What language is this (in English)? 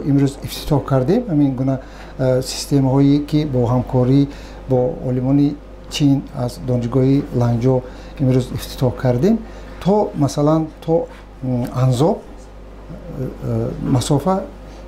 Tajik